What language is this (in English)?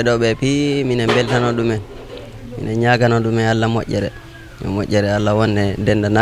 Fula